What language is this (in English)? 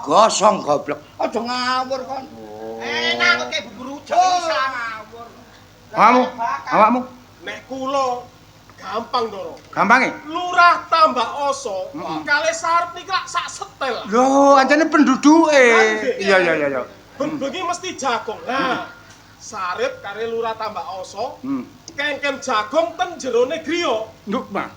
Javanese